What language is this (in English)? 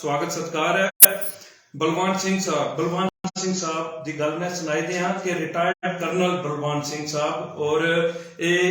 Dogri